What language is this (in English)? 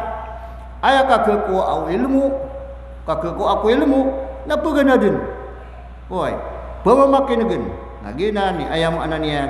Maranao